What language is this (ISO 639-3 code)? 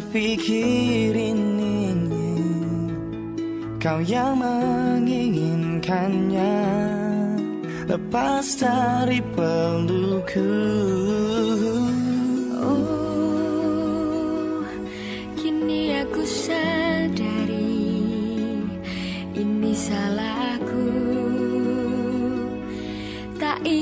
ind